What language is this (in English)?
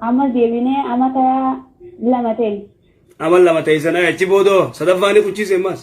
Oromo